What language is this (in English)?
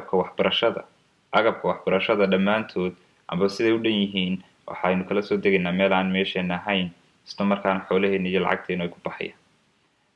Somali